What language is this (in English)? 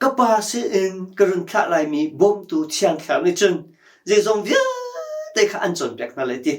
Hakha Chin